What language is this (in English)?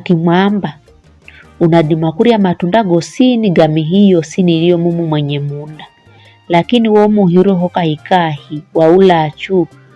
Giryama